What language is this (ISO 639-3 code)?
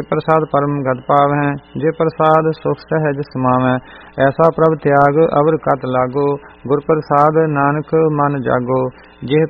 pan